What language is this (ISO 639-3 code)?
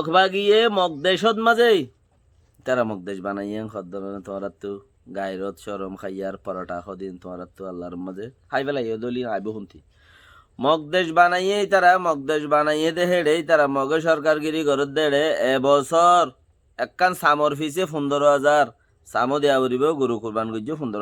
rhg